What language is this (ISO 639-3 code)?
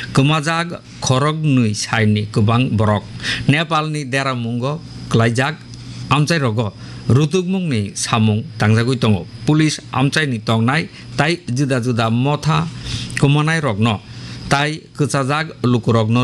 trp